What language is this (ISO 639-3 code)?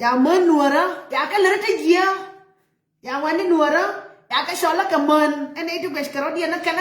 nus